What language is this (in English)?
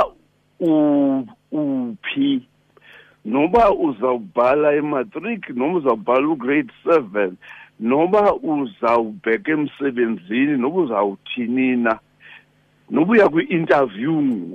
Xhosa